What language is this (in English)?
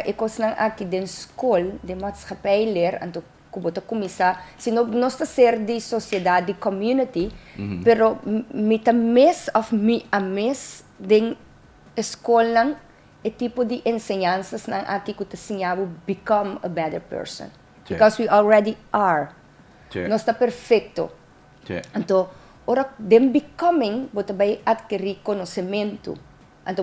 Papiamento